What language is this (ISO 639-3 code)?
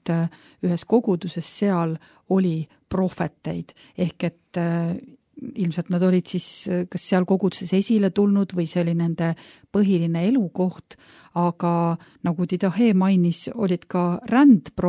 est